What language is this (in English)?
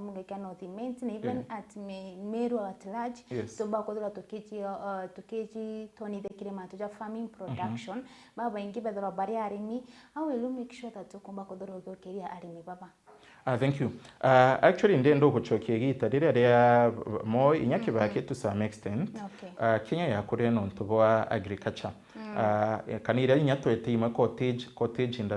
Meru